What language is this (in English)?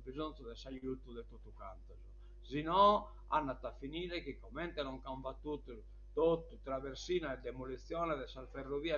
Sardinian